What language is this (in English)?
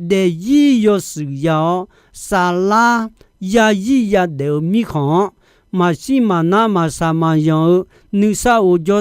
Akha